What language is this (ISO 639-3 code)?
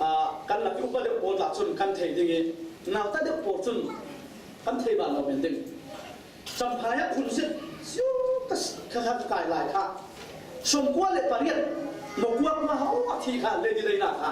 cfm